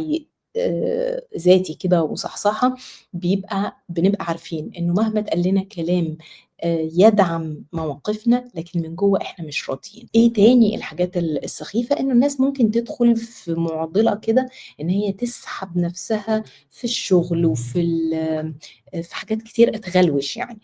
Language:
Egyptian Arabic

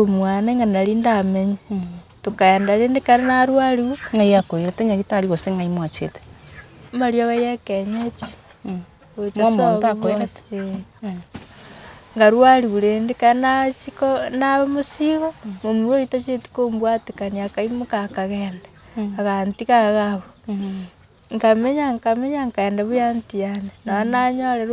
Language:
Gusii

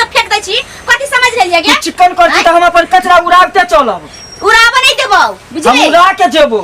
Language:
Maithili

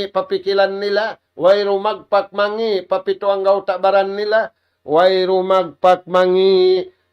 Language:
Tausug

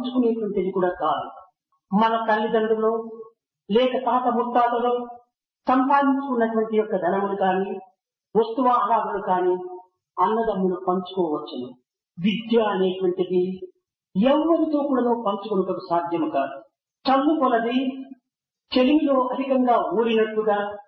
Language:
Telugu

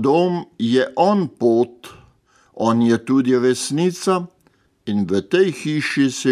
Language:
Slovenian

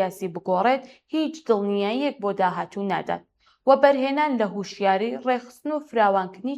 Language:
Central Kurdish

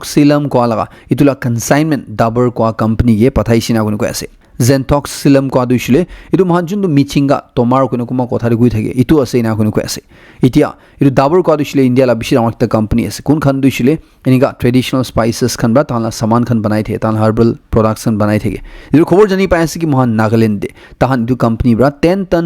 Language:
Naga Pidgin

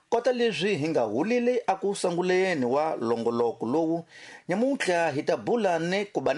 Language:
Tsonga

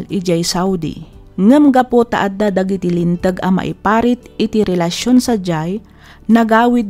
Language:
Iloko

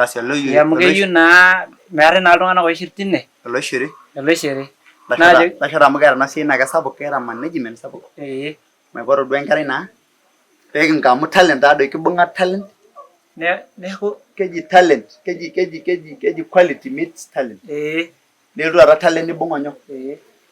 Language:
Masai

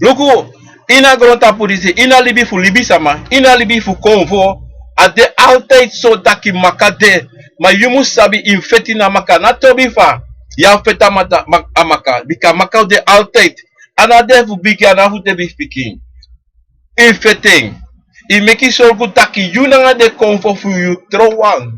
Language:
Sranan Tongo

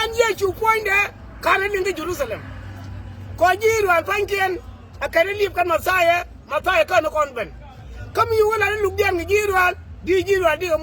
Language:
Nuer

